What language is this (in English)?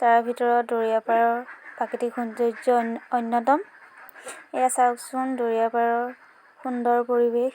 Assamese